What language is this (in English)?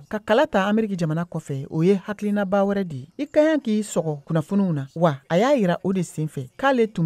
Bambara